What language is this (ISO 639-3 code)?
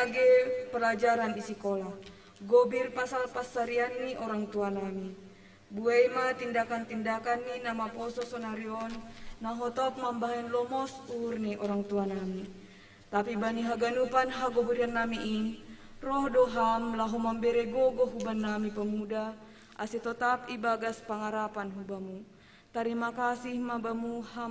bts